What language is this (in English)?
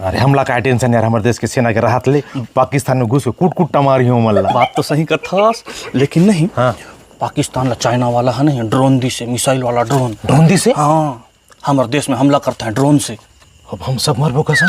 Chhattisgarhi